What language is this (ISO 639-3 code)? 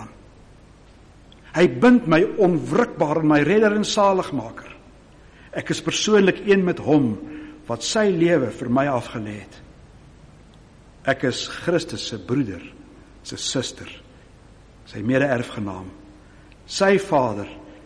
afr